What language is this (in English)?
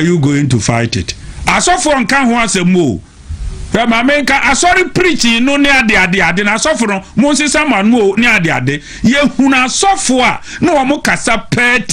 Akan